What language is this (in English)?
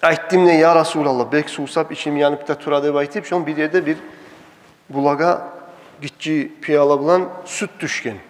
Kumyk